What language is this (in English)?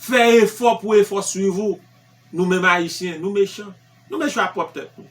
Haitian Creole